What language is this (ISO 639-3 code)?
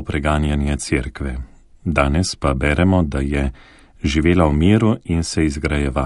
slv